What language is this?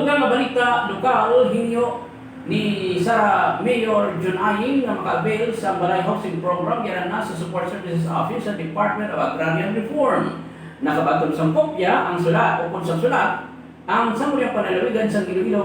Hiligaynon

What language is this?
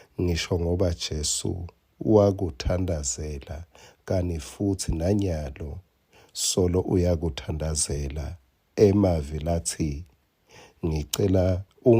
Swati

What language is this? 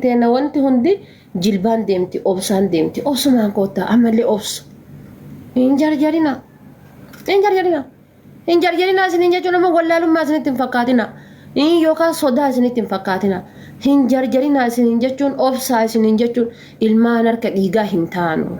Oromo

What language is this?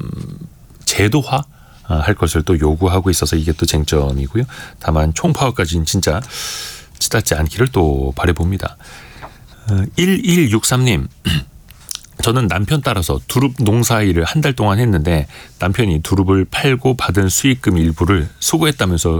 Korean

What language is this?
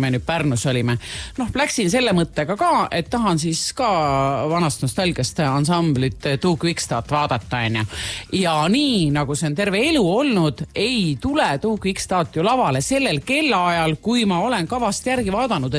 Estonian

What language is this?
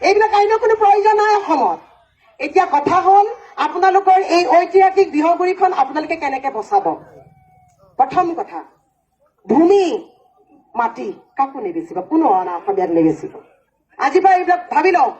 Assamese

